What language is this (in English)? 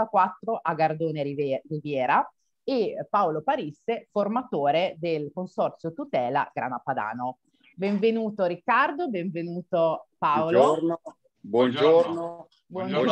Italian